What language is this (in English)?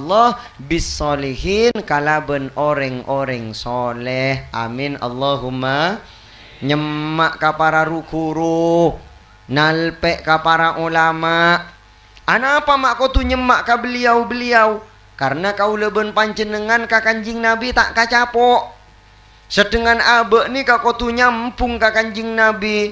Madurese